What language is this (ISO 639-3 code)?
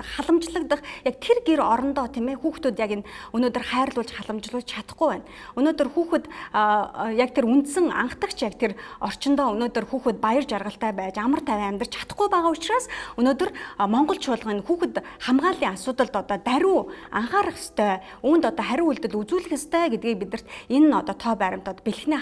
mon